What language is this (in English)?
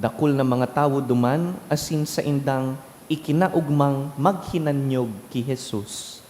Bikol